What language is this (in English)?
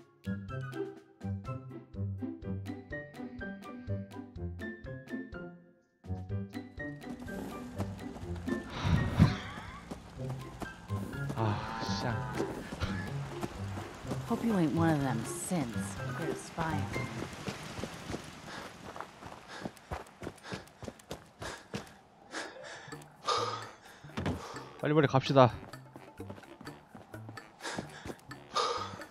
Korean